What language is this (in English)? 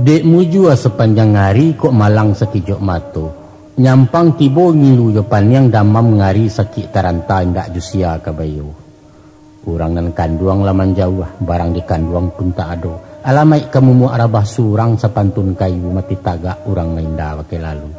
Minangkabau